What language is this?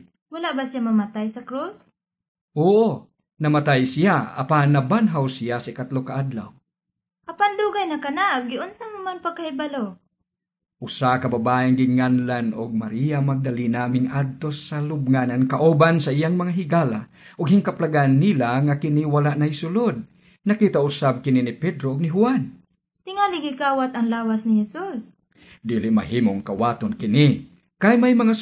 Cebuano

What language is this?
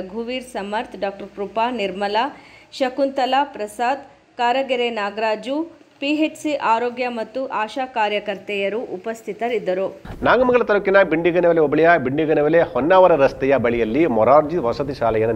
Kannada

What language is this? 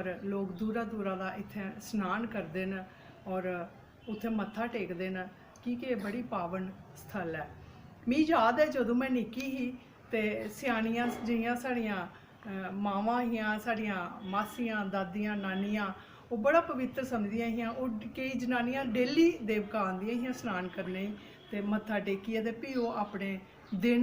Dogri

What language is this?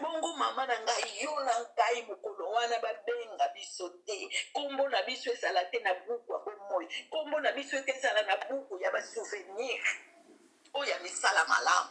Lingala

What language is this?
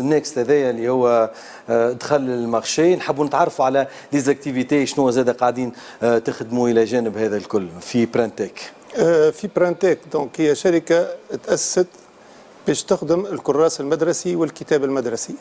Tunisian Arabic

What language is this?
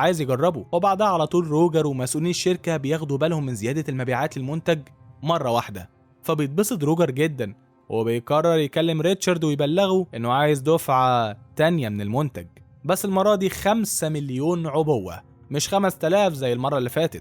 Egyptian Arabic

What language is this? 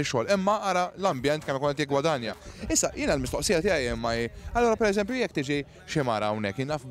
Maltese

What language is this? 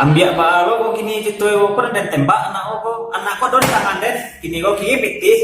Minangkabau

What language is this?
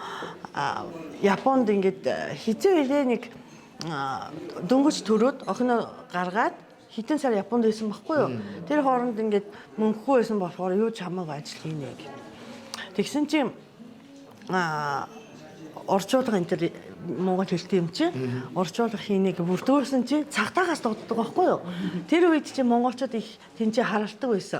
Mongolian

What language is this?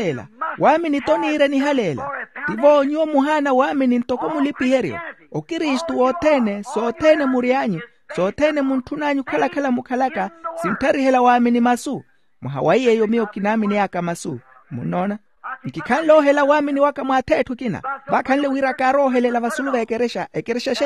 Makhuwa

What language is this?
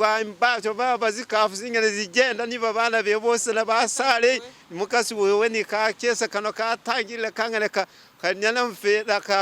Masaaba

